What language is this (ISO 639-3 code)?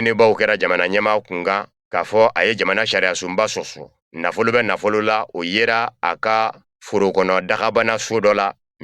bam